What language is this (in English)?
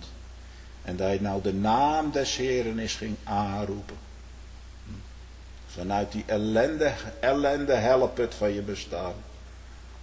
Dutch